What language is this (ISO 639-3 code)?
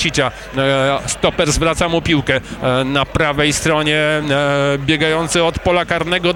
pol